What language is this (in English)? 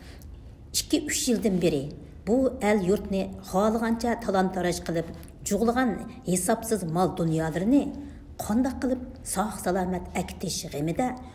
Uyghur